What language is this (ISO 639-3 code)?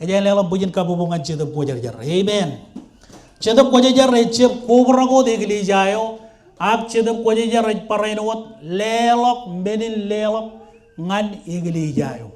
mah